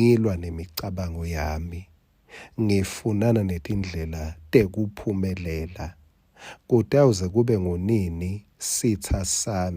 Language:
Swati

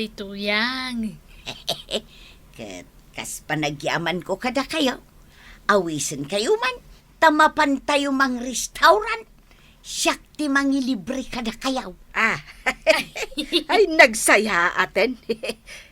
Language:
Iloko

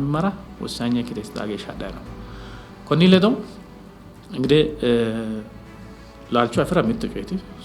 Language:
Sidamo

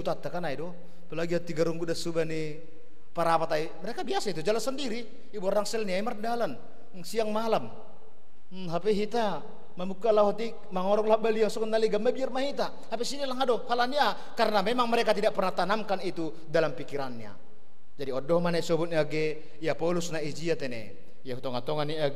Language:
Batak Simalungun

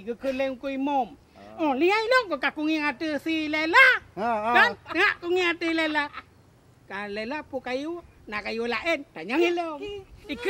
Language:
Achinese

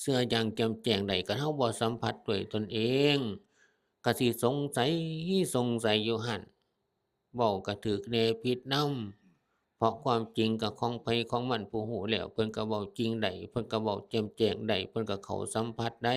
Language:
Northeastern Thai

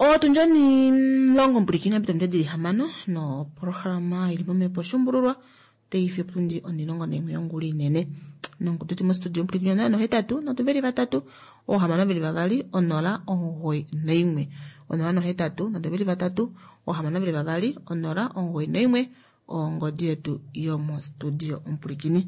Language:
Kuanyama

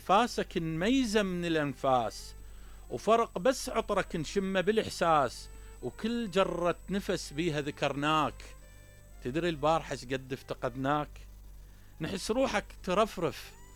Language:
Mesopotamian Arabic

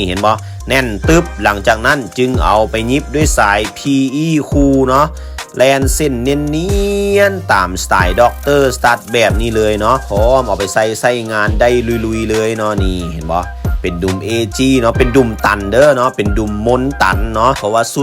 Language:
Lao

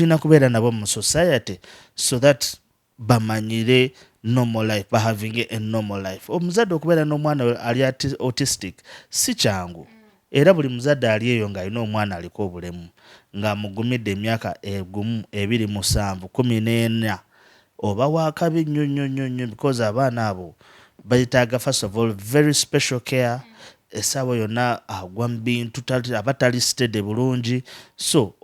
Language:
Ganda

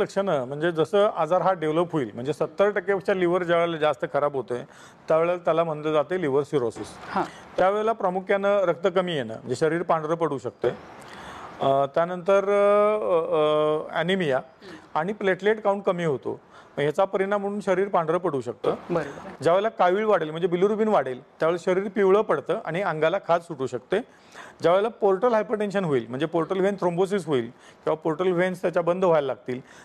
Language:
Marathi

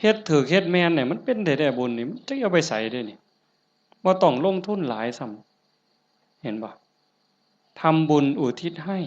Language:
Northeastern Thai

